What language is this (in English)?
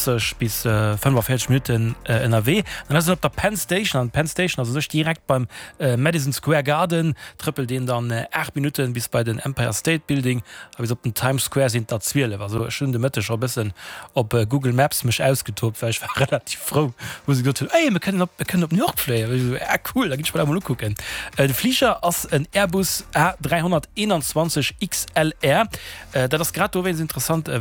Luxembourgish